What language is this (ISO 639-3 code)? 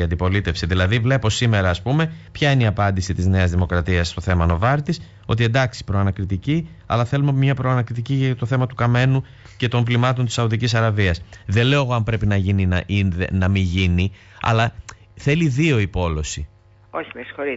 ell